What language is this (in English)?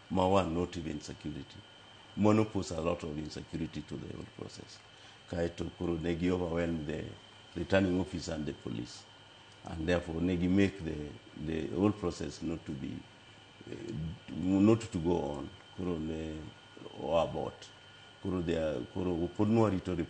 Luo (Kenya and Tanzania)